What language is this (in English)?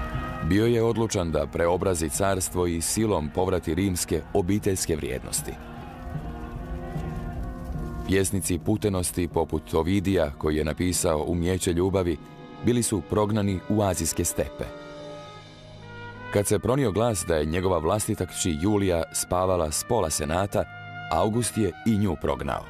Croatian